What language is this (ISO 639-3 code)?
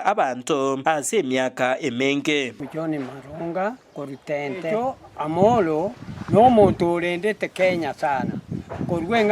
guz